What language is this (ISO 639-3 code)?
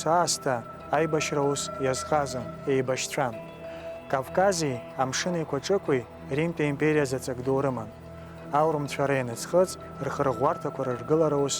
abk